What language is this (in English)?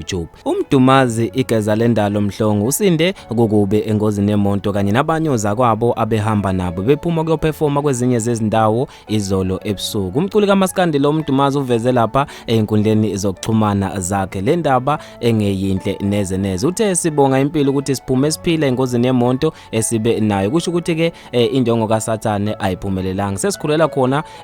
Zulu